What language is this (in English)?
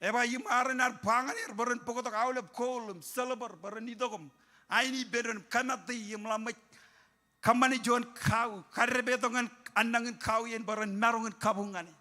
Marshallese